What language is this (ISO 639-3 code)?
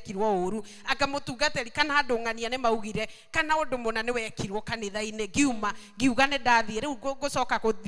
kik